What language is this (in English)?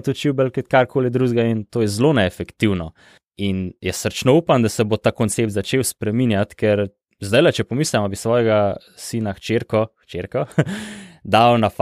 Slovenian